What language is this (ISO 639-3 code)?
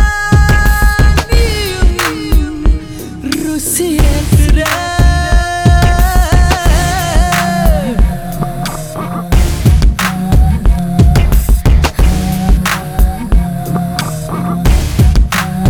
tam